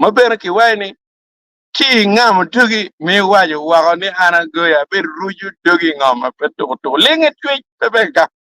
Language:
Acoli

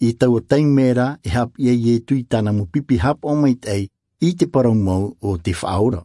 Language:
Tahitian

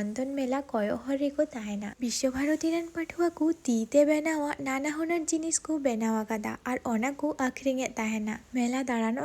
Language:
Santali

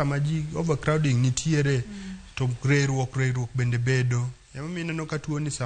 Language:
Luo (Kenya and Tanzania)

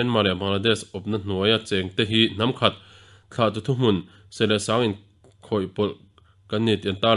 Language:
Mizo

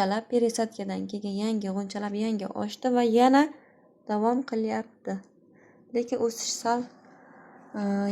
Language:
Uzbek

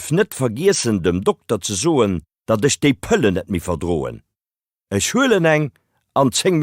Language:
Luxembourgish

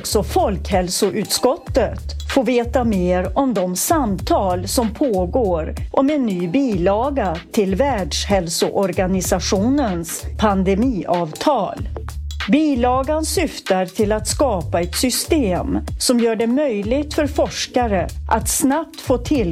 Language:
Swedish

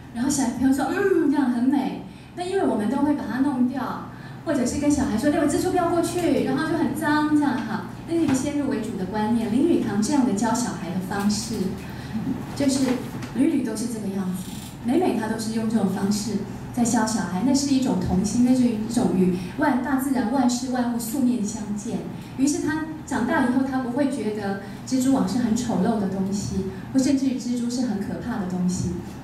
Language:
Chinese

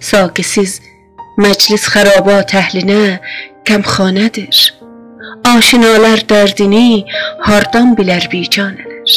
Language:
South Azerbaijani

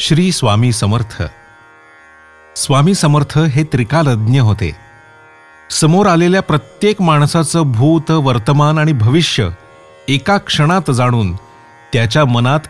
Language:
Marathi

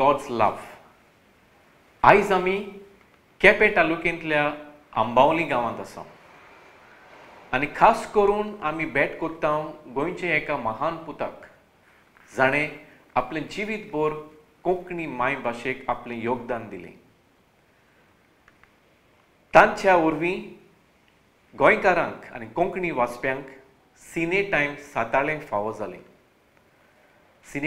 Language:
Konkani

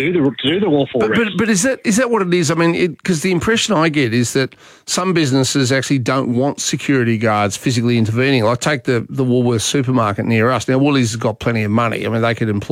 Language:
English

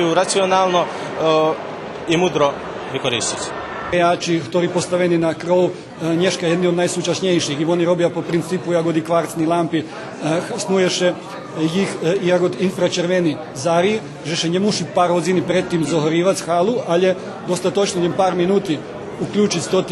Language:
Rusyn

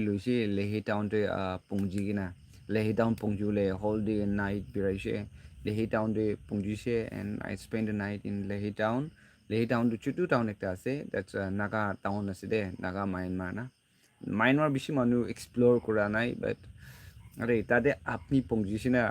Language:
Naga Pidgin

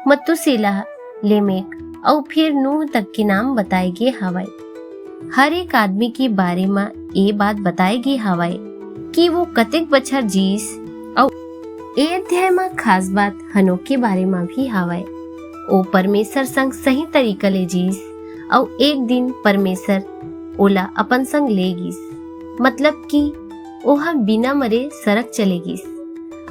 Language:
Chhattisgarhi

